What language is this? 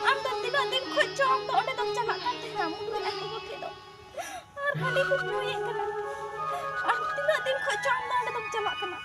Santali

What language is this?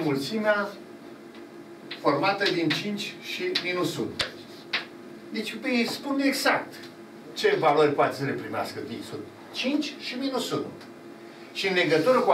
Romanian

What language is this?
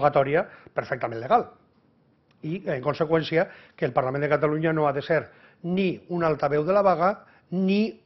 Catalan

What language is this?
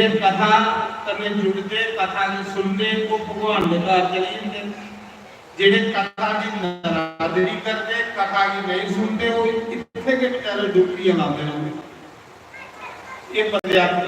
Dogri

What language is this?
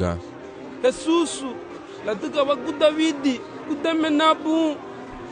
Garifuna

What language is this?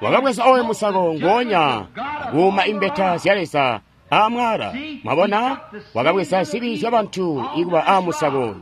Tonga (Zambia)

